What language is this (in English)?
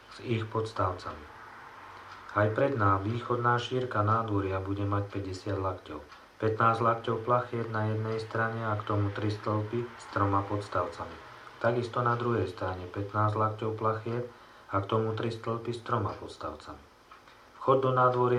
Slovak